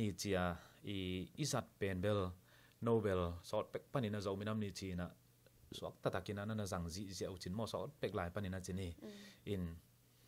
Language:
Tedim Chin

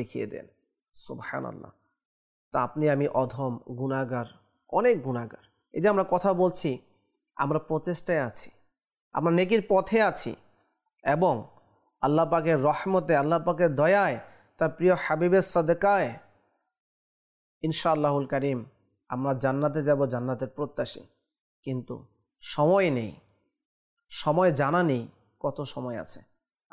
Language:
Bangla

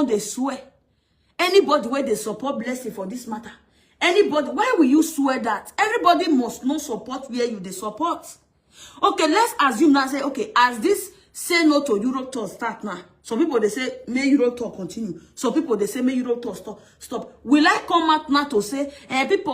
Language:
Nigerian Pidgin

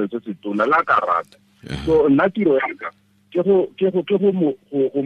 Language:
Tswana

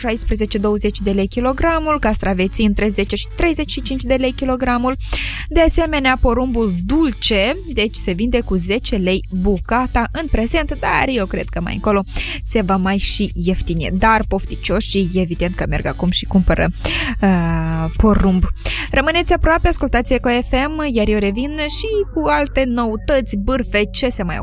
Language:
Romanian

